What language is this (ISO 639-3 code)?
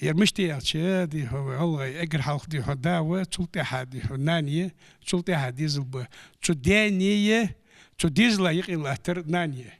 inh